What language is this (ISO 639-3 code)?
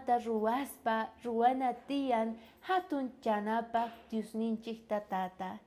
quh